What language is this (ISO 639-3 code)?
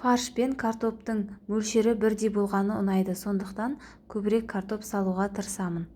kaz